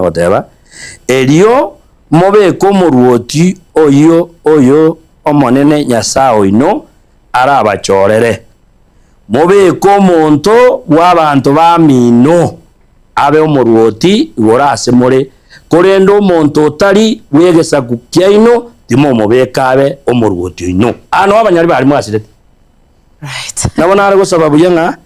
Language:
Gusii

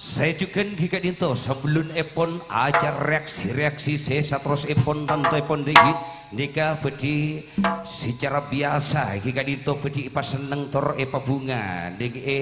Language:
Madurese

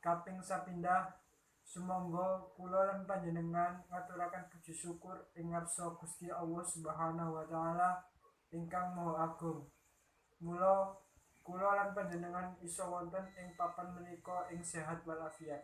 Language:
Javanese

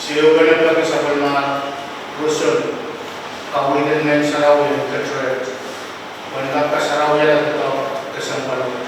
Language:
Pohnpeian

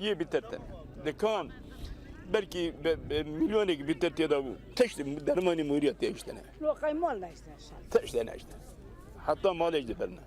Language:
Kurdish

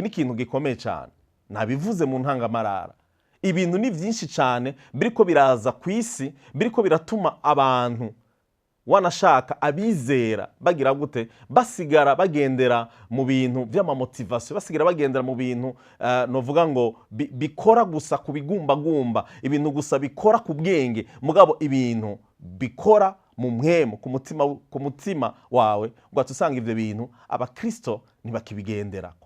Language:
Rundi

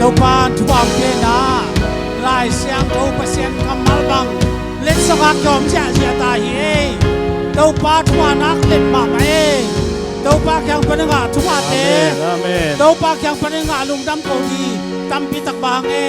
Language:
Tedim Chin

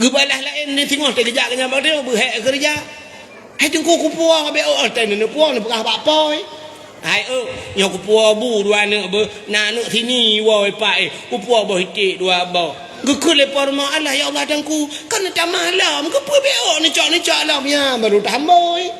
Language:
Achinese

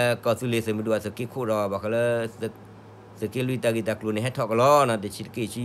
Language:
S'gaw Karen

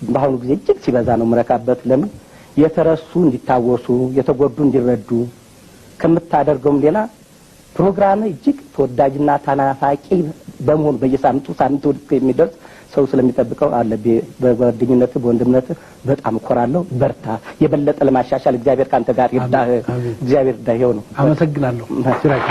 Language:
Amharic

